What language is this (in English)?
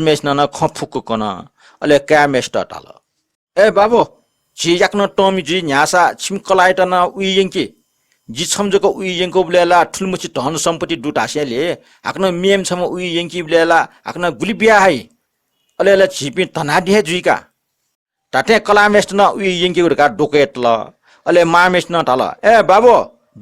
Newari